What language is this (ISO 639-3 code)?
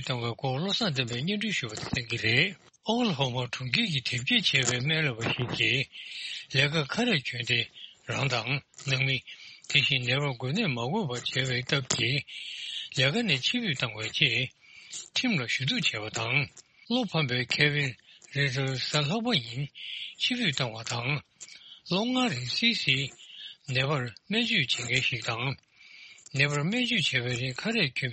bod